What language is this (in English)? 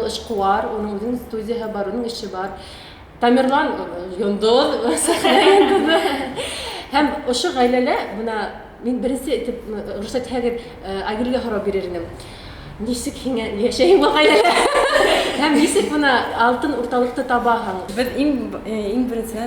Bashkir